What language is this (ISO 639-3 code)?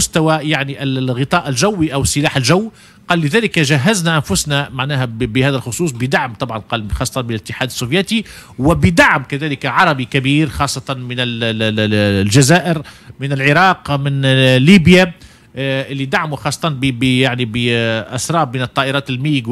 aeb